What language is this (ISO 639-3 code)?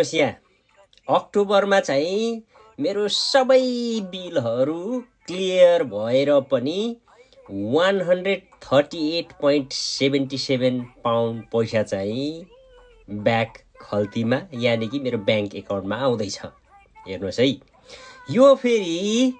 nep